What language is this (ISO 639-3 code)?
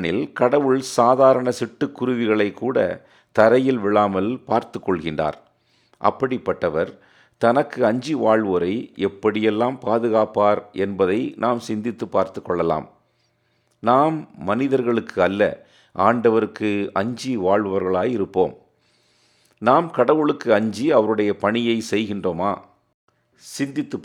tam